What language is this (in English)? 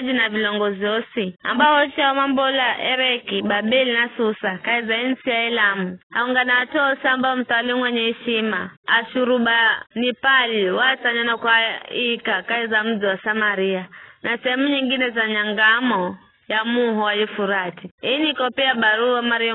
Giryama